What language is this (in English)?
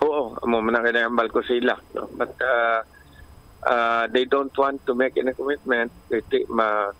Hiligaynon